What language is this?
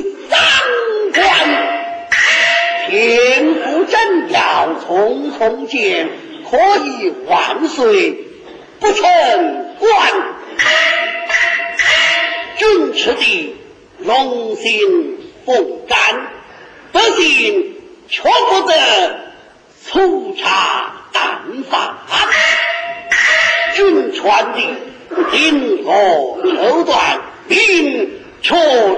Chinese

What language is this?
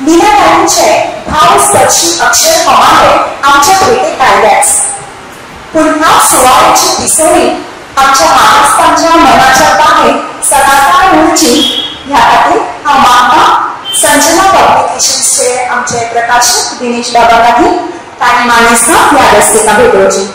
Konkani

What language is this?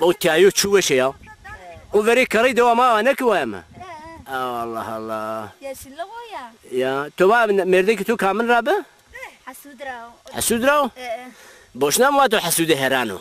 Zaza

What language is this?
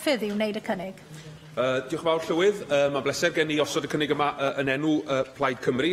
Welsh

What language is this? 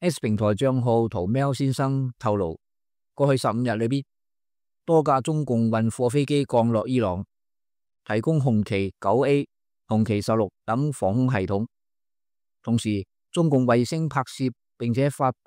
Cantonese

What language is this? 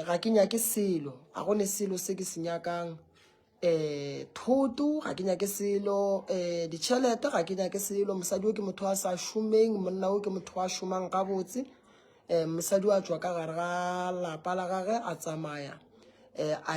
Northern Sotho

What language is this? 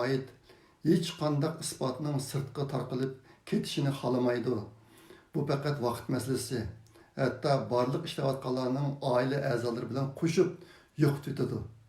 Uyghur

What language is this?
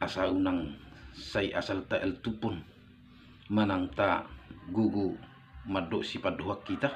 Batak Toba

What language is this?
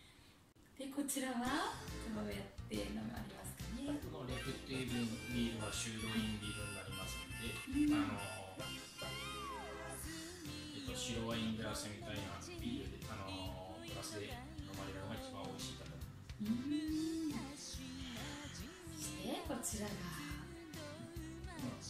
Japanese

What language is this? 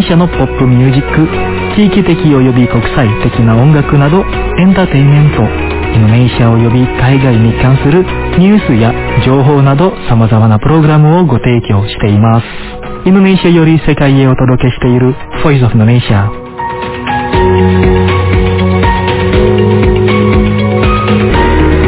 Japanese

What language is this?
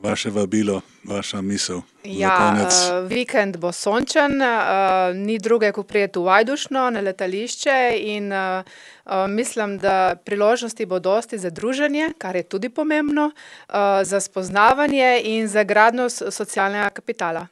Slovenian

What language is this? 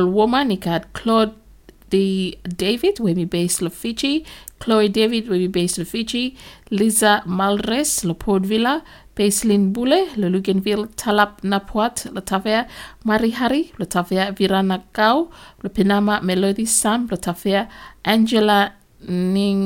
Bislama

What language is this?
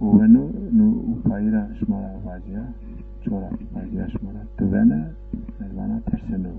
Zaza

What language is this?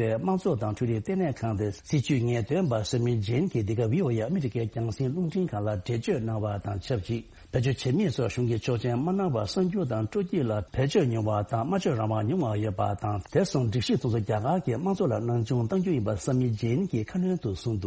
Tibetan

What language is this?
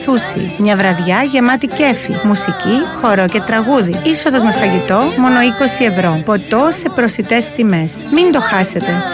Greek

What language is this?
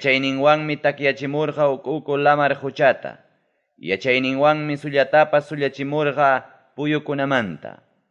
Ayacucho Quechua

